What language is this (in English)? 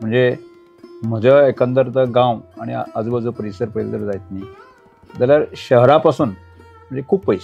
Konkani